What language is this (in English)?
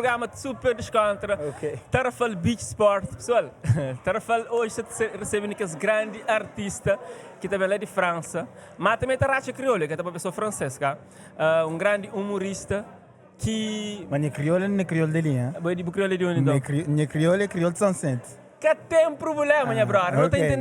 Kabuverdianu